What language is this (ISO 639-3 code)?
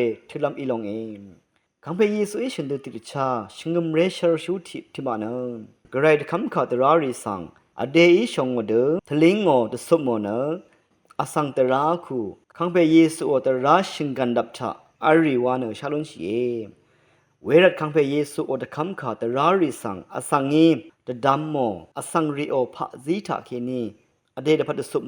raw